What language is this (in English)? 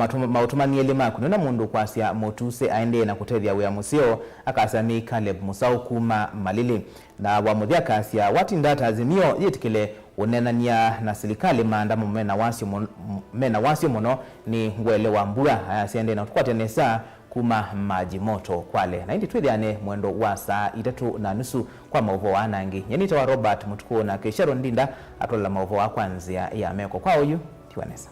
Kamba